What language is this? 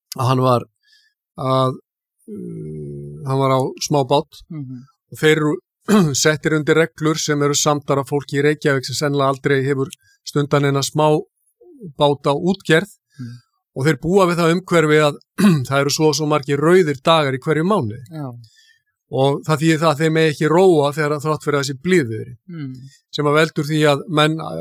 Icelandic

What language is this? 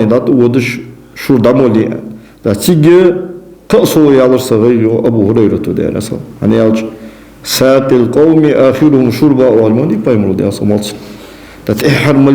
Ingush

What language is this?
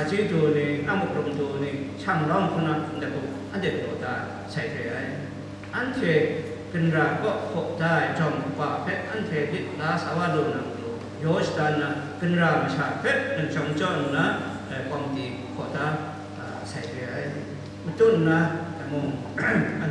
Kachin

